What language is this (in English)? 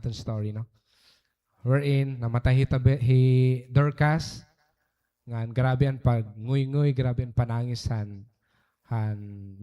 Waray